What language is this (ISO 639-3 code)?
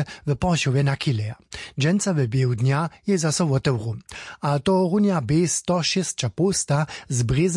hsb